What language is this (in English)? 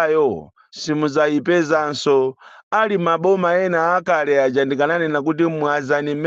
Nyanja